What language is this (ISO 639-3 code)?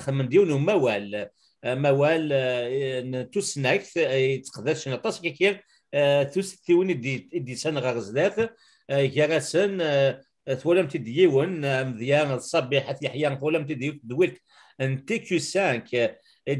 kab